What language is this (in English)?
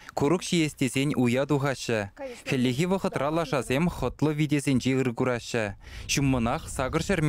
Chuvash